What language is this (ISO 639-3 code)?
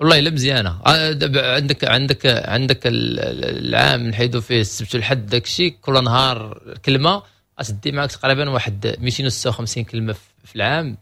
ary